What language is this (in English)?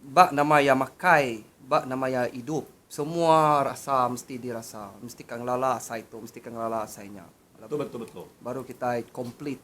Iban